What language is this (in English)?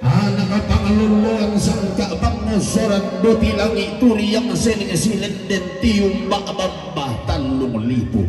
Toraja-Sa'dan